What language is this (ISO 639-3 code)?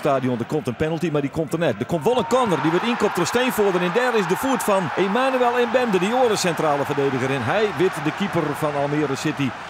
fry